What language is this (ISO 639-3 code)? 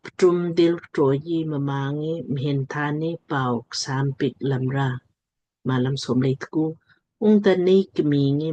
lmk